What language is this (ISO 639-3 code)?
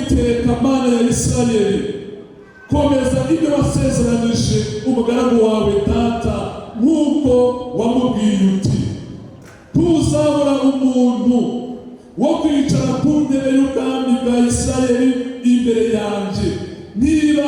kin